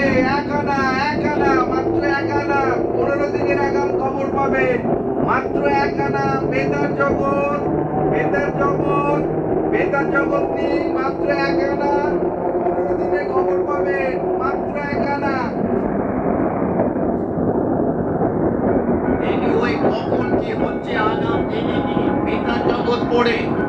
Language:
Bangla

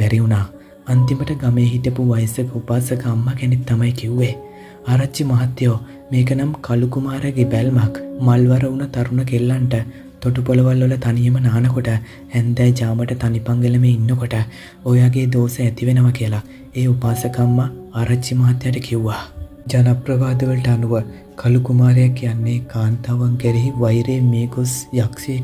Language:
Sinhala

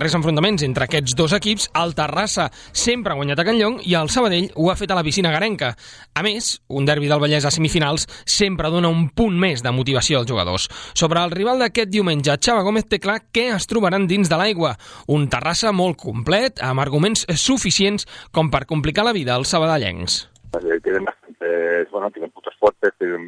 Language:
Catalan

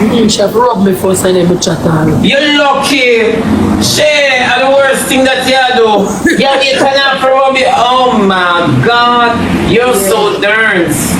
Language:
Jamaican Creole English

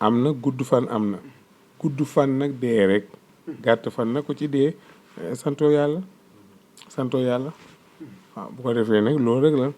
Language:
Wolof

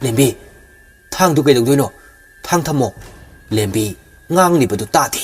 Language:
Manipuri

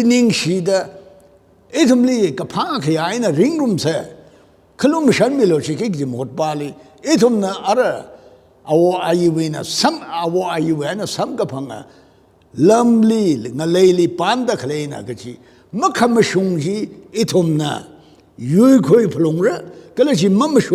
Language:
Tangkhul Naga (India)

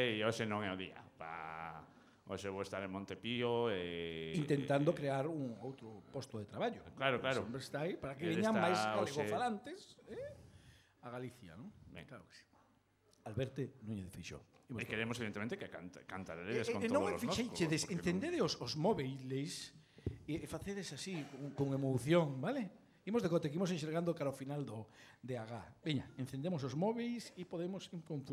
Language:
Galician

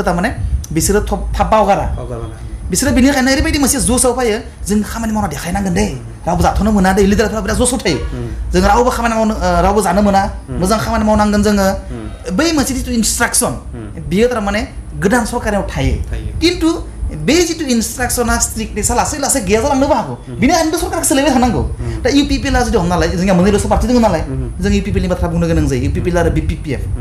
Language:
Bodo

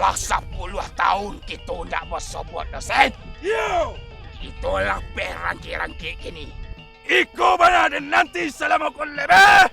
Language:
Minangkabau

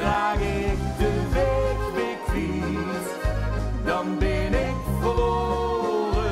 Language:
Limburgish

